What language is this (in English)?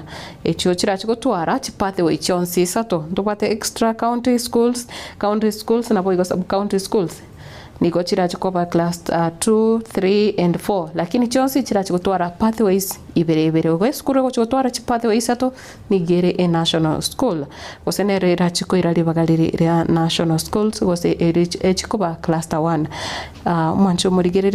Gusii